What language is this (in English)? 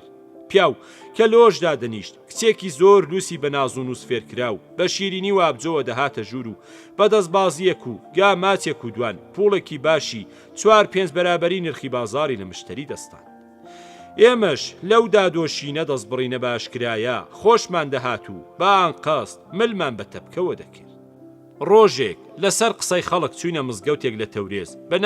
Central Kurdish